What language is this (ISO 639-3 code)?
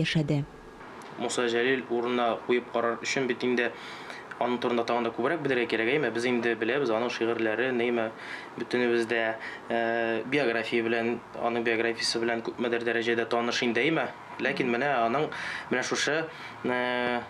tat